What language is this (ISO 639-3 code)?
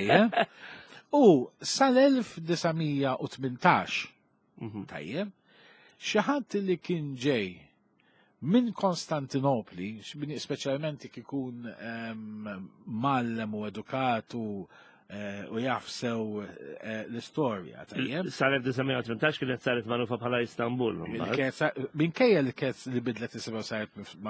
mlt